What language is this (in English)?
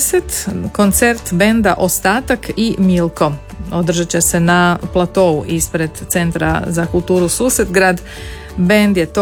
Croatian